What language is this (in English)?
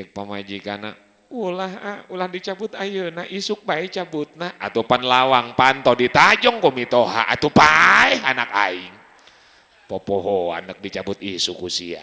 Sundanese